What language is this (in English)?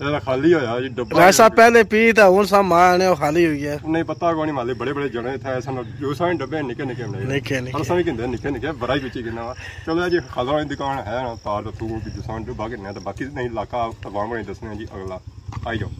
Pahari-Potwari